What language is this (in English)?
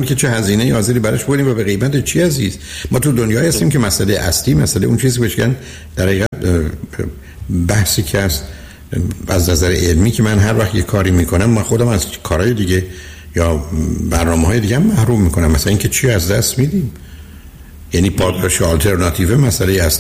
Persian